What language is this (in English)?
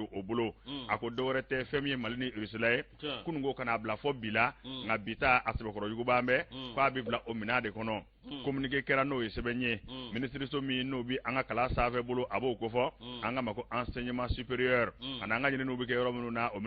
Bambara